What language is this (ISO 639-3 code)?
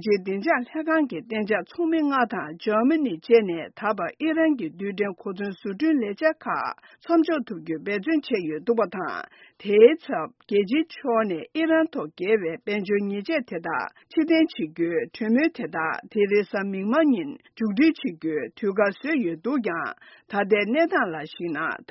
bod